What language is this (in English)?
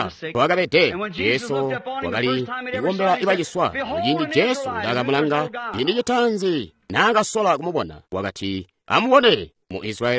Tonga (Zambia)